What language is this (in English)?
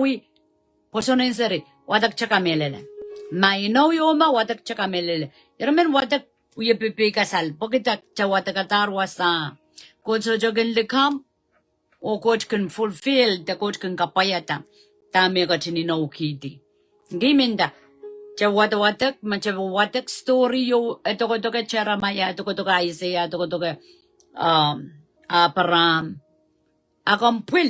Pohnpeian